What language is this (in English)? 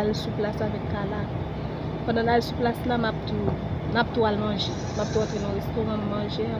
Haitian Creole